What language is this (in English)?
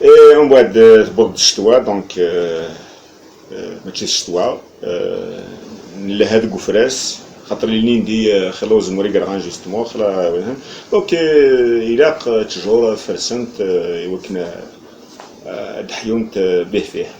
Kabyle